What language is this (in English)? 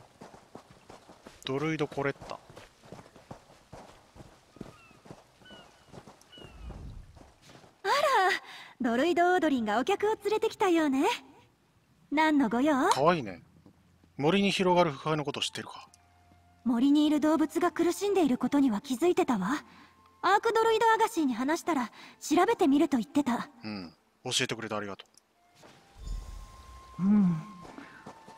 Japanese